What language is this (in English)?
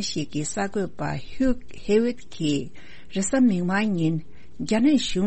Tibetan